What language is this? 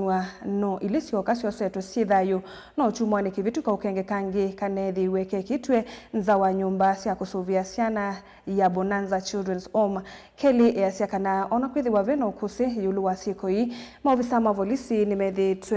Kamba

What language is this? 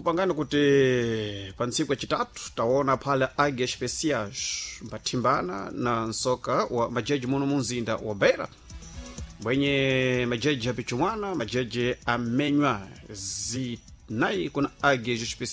Sena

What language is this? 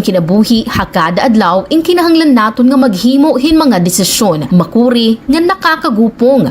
Waray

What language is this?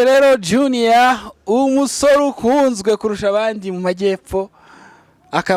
Kinyarwanda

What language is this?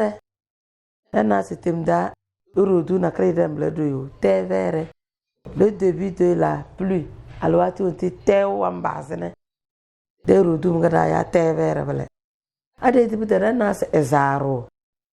Tem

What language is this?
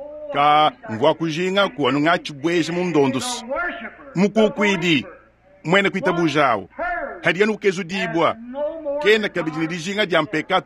Luba-Lulua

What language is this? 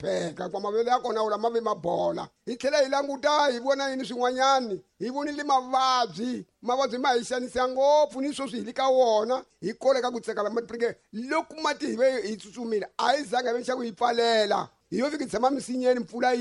Tsonga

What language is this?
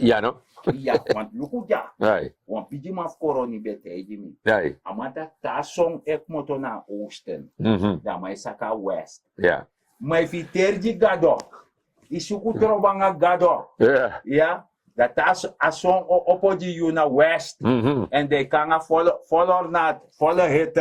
Sranan Tongo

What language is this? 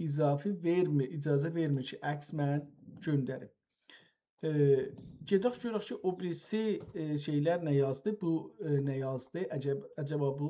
South Azerbaijani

